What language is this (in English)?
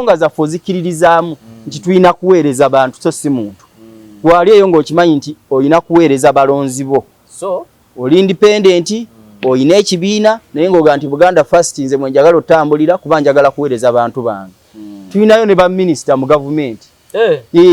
Ganda